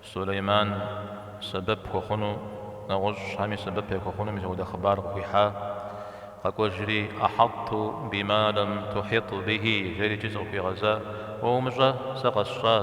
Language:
Kabardian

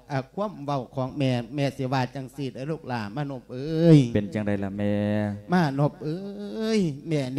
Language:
Lao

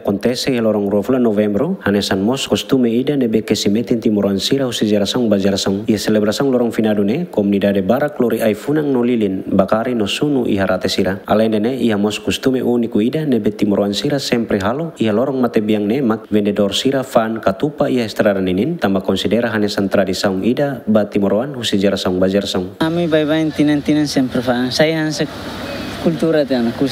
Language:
Tetum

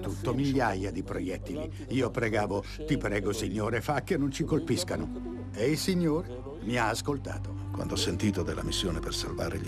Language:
Italian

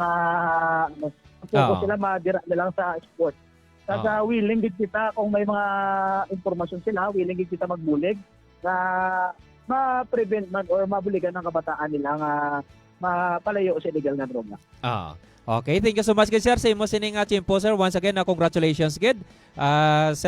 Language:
Hiligaynon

